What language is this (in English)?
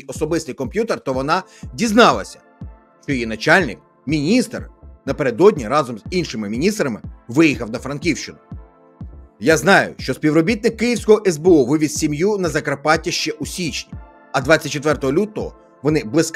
Ukrainian